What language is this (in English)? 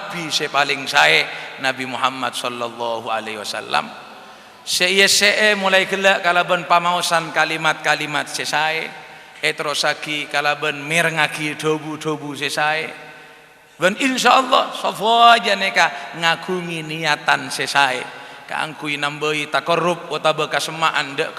Madurese